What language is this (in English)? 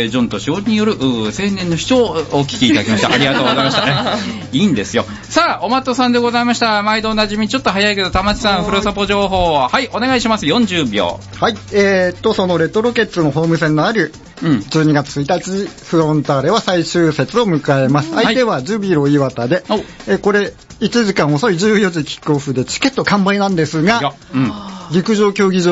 Japanese